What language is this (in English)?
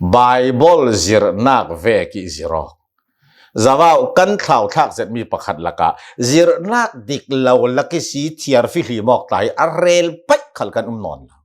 Hakha Chin